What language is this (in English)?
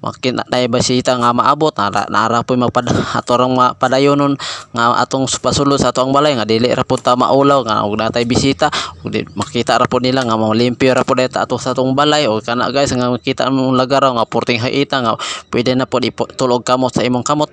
Cebuano